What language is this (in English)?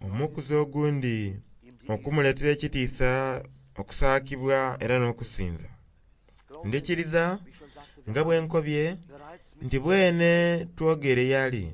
Soga